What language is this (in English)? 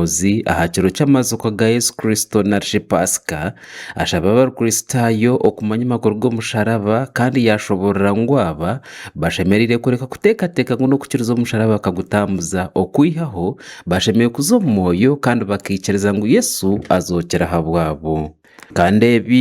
Nyankole